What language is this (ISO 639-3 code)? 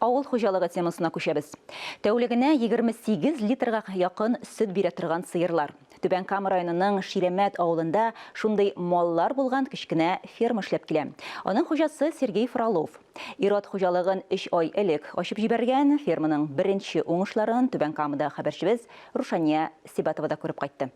tat